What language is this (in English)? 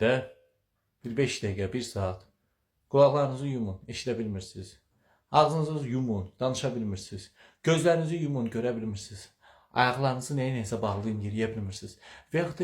Azerbaijani